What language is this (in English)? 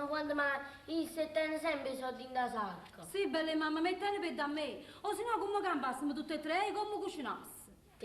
Neapolitan